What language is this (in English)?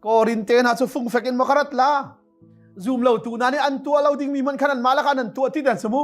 Hakha Chin